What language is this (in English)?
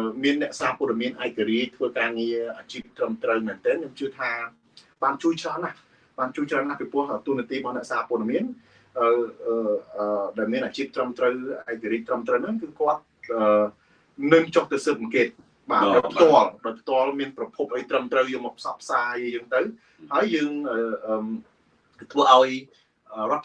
Khmer